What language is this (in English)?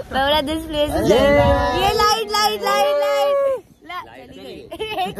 Hindi